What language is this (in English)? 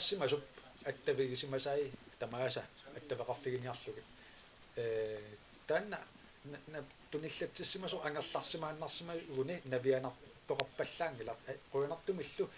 Kalaallisut